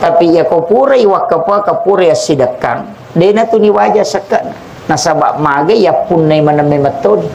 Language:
Buginese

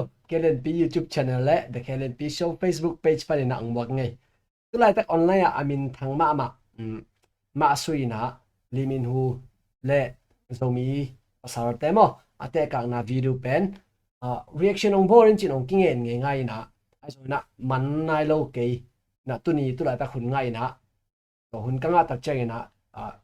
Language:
Tedim Chin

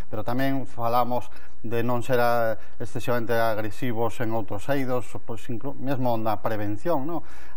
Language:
Galician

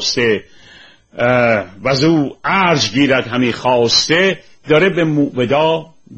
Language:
Persian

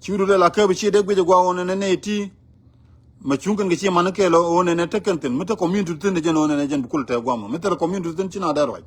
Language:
Nuer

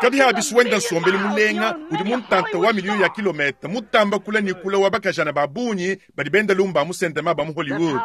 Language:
Luba-Lulua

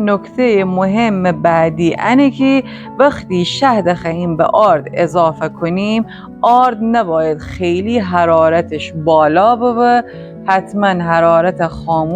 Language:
Gilaki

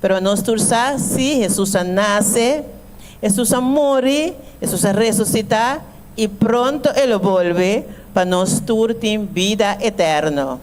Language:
Papiamento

